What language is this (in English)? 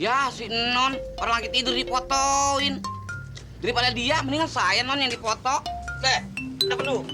Betawi